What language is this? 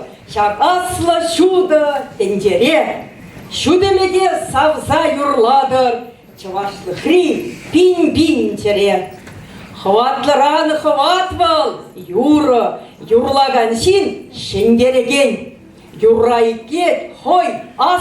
Chuvash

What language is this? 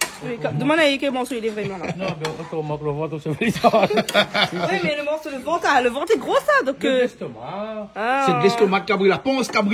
Réunion Creole French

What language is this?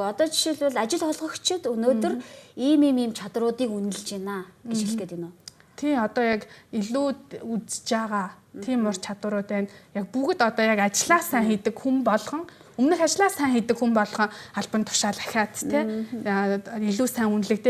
Mongolian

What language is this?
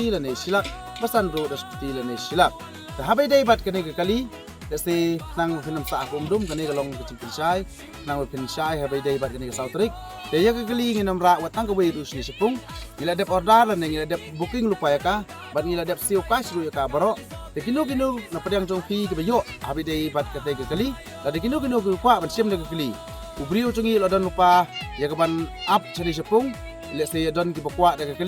Khasi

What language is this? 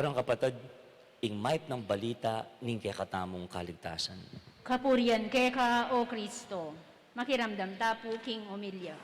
Pampanga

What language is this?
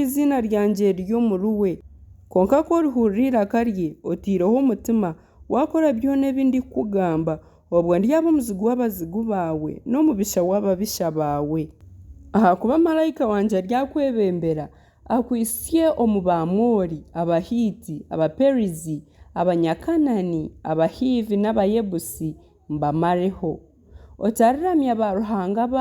Nyankole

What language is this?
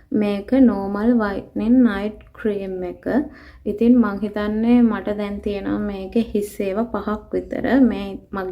Sinhala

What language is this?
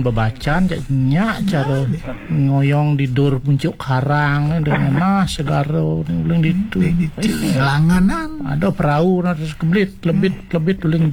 Balinese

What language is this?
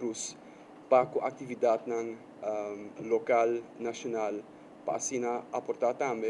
Papiamento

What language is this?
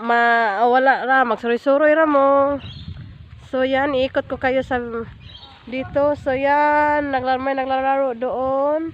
Cebuano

